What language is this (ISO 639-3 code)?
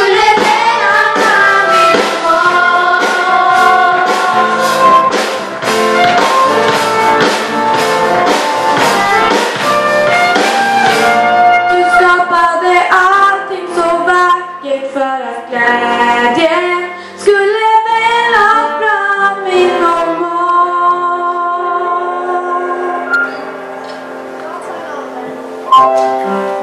swe